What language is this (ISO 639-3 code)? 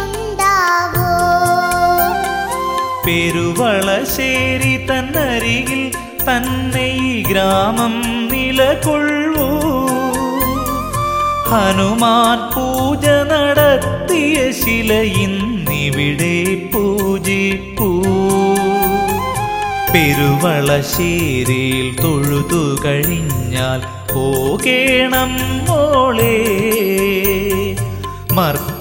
mal